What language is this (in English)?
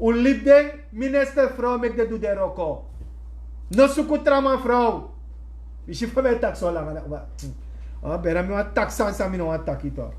Sranan Tongo